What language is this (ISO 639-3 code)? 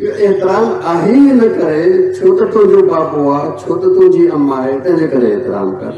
snd